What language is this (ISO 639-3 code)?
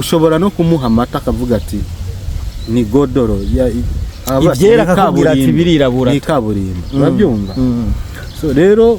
run